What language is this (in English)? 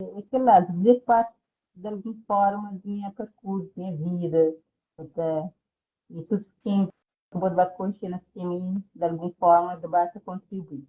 Kabuverdianu